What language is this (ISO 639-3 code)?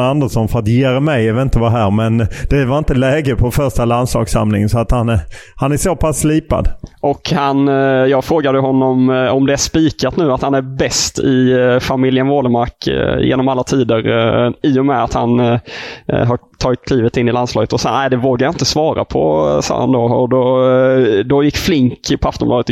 swe